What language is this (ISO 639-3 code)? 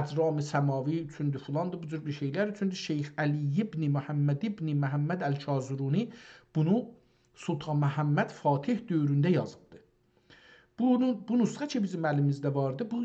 azb